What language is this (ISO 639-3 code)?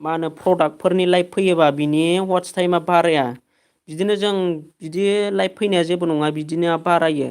brx